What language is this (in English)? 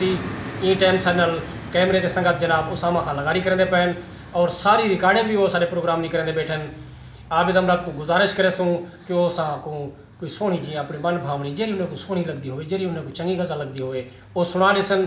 Saraiki